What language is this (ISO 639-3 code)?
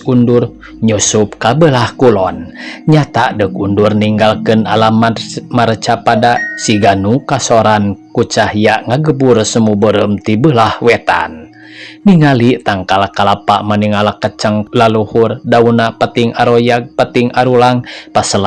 sun